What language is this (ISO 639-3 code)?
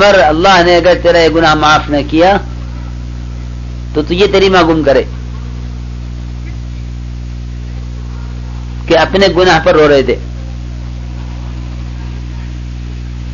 urd